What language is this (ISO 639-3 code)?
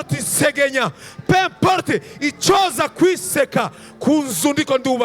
run